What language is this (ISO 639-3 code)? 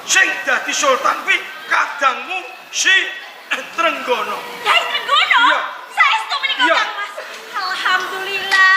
jav